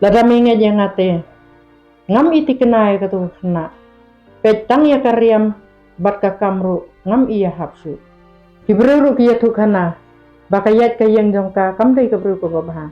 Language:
Khasi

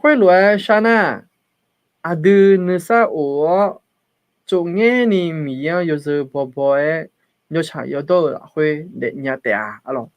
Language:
Akha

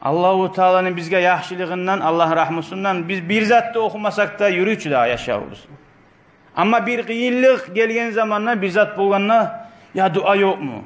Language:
Kumyk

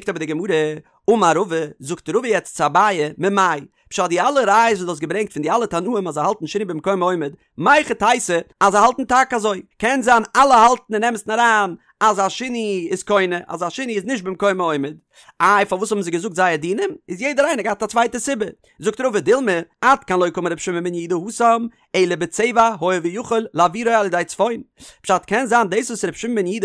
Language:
Yiddish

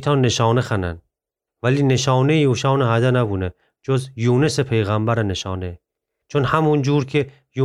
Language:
Gilaki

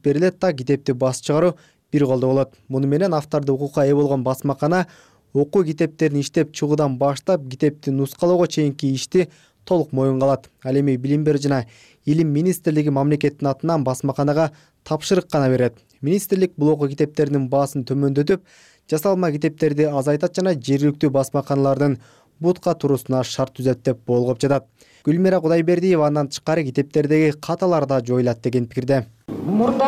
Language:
Kyrgyz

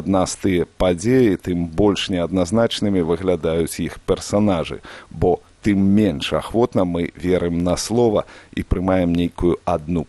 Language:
Belarusian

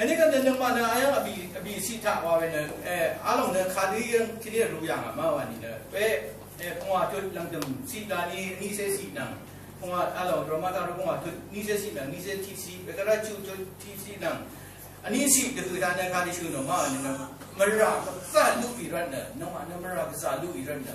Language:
Rawang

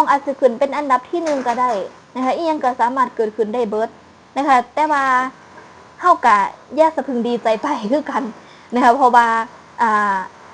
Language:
Northeastern Thai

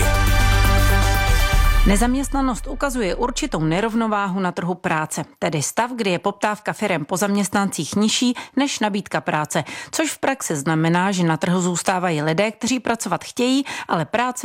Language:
Czech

